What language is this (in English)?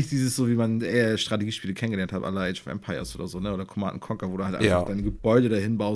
German